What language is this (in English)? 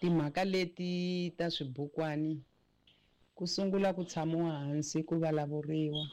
Tsonga